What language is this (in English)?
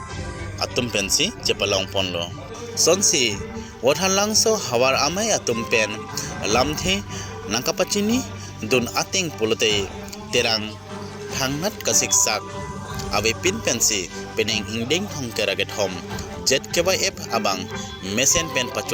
Karbi